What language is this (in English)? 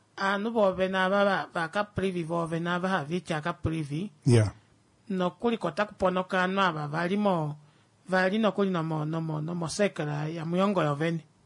Kuanyama